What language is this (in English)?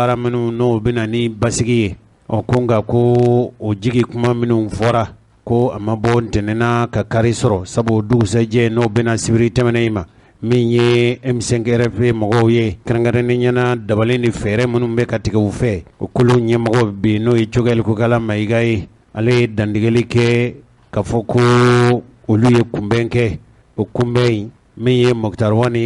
Bambara